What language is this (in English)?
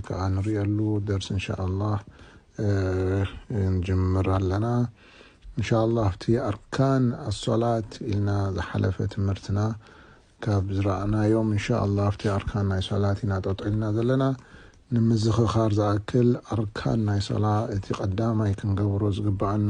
Tigrinya